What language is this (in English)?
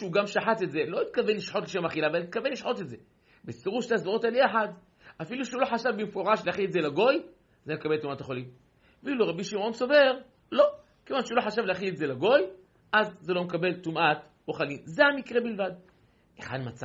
Hebrew